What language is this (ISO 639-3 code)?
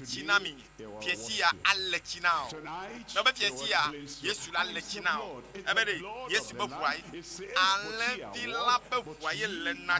ewe